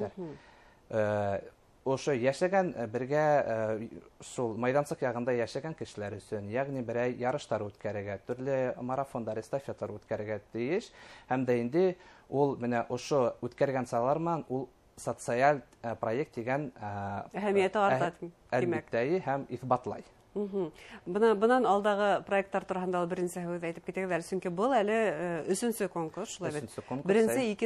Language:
Bashkir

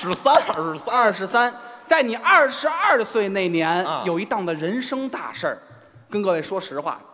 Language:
Chinese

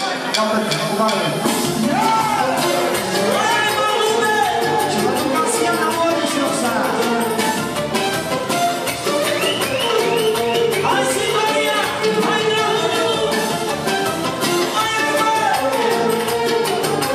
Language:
Romanian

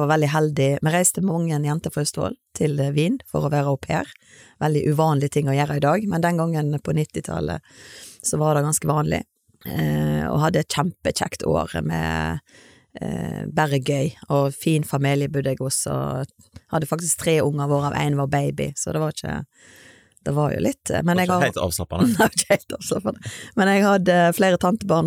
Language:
Norwegian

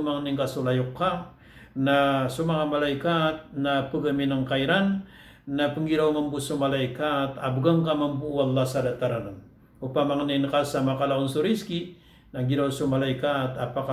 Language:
Maranao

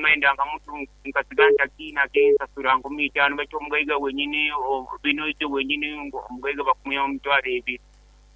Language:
Nyoro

